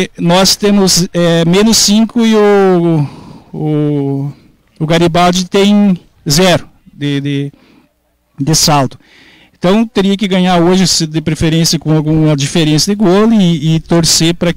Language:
Portuguese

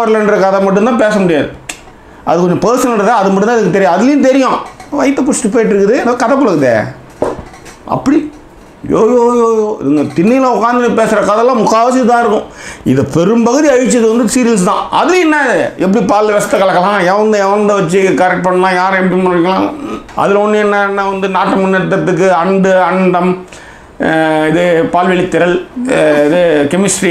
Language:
Tamil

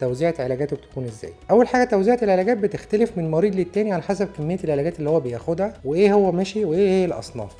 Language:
Egyptian Arabic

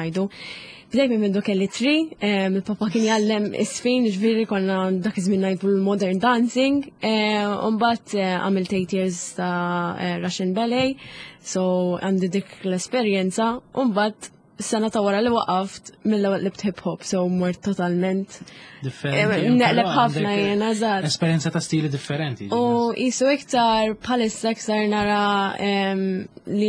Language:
Maltese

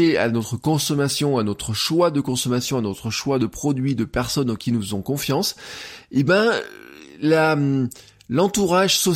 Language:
French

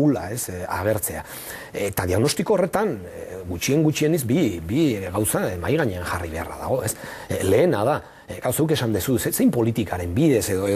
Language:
Basque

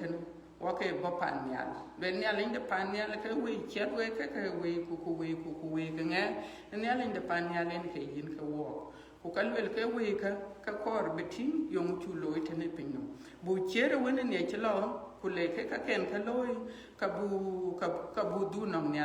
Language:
Dinka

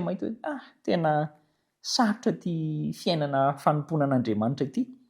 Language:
Malagasy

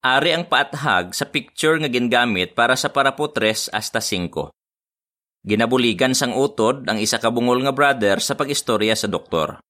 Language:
Hiligaynon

